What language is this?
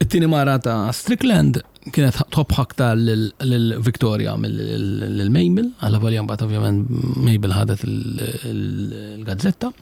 Maltese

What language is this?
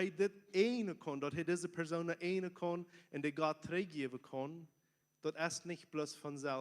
Plautdietsch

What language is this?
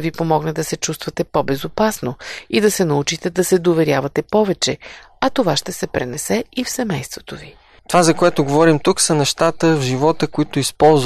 Bulgarian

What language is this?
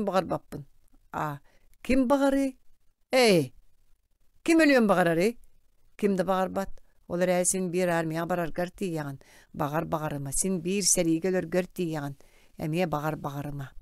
Yakut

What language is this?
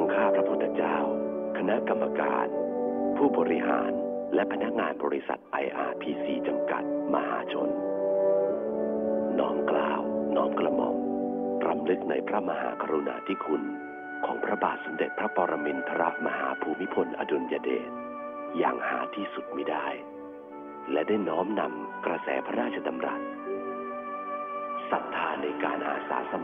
Thai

